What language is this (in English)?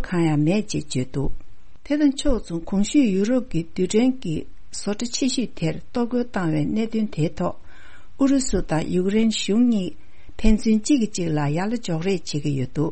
Tibetan